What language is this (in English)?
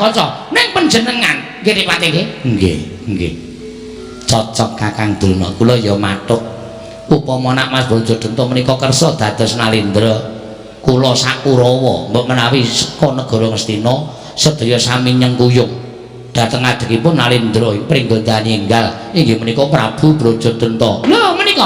Javanese